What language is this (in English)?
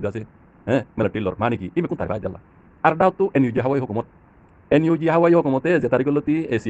Rohingya